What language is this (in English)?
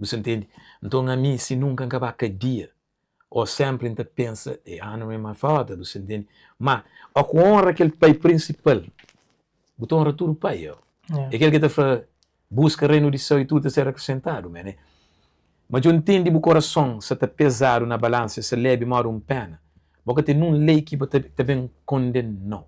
Kabuverdianu